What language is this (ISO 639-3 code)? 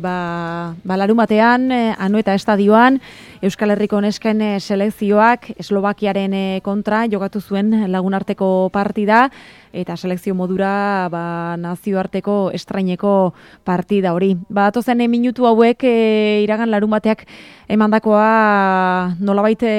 eus